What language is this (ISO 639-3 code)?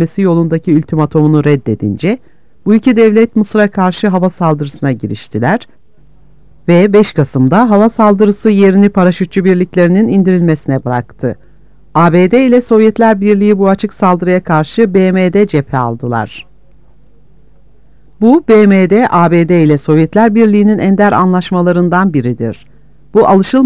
tur